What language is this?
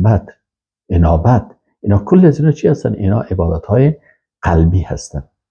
Persian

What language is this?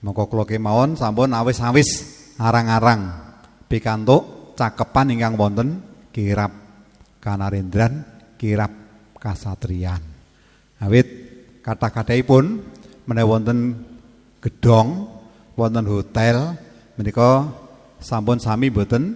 Javanese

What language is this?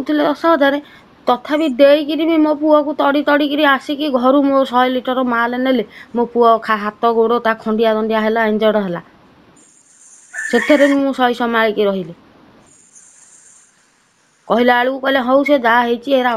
Odia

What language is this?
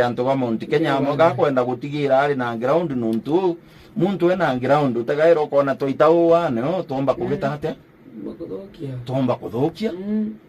Meru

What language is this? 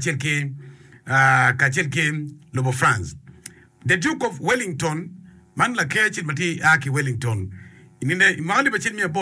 Acoli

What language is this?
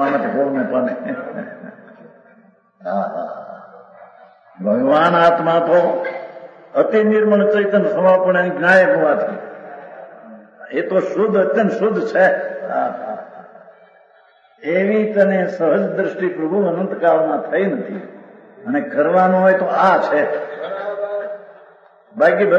Gujarati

